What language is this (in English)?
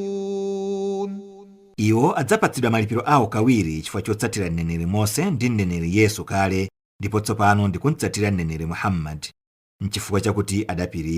Nyanja